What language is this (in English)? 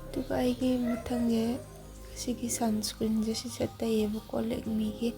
Manipuri